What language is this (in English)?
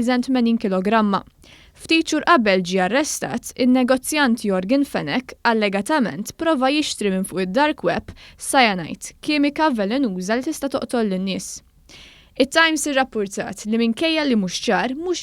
Maltese